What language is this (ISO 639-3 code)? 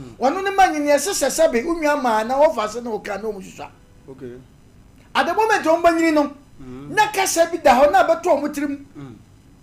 aka